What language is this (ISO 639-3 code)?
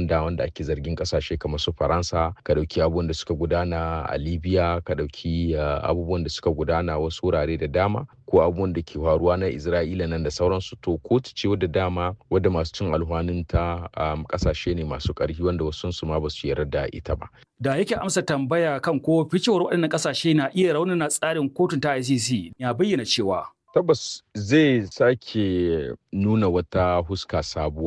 hau